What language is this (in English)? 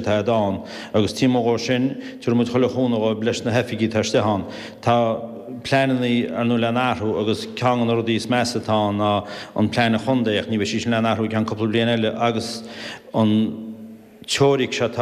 Irish